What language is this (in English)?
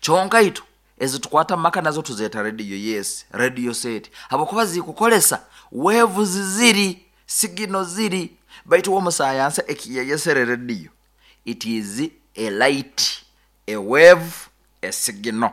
Nyoro